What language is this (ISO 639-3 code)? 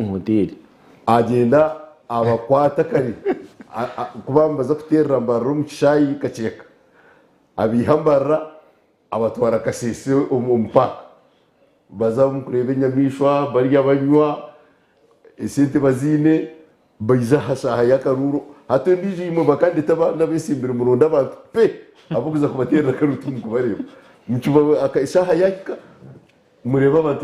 nyn